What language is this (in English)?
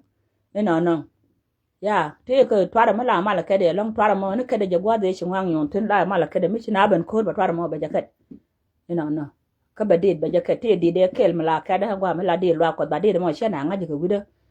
Nuer